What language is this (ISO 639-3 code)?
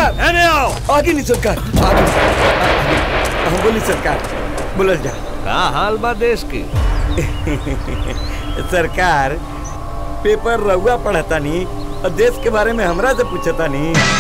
bho